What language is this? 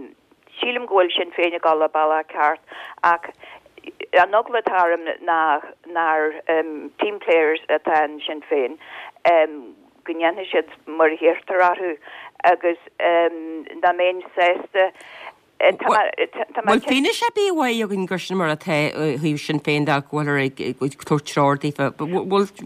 Irish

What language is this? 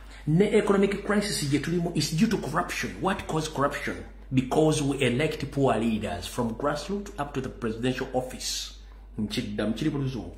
Ganda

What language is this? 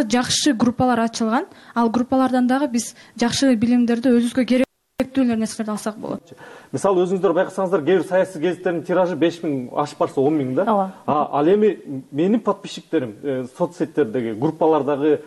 Kyrgyz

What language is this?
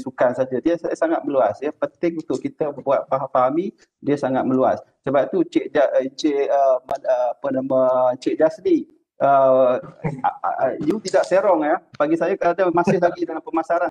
Malay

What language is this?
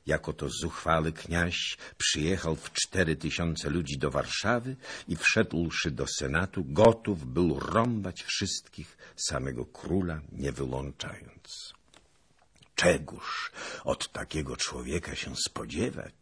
Polish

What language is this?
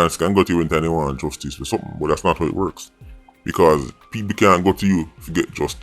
Jamaican Creole English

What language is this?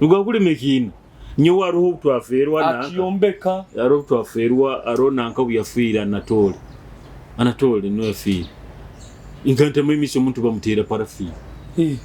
Nyoro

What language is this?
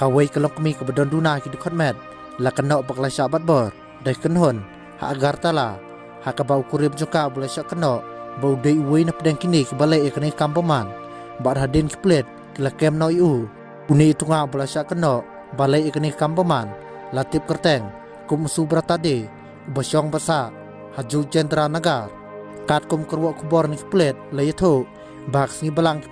Khasi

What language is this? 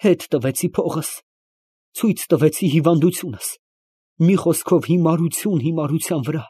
Armenian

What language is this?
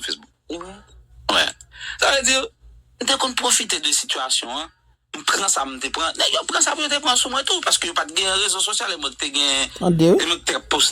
Haitian Creole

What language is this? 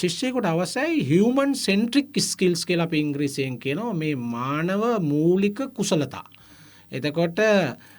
Sinhala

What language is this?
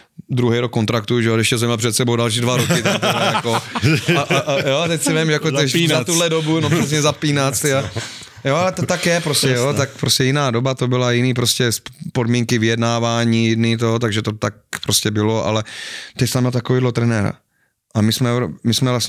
Czech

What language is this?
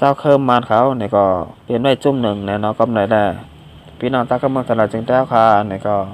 Shan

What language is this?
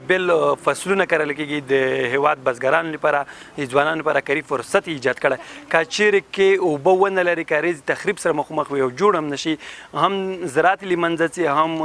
Pashto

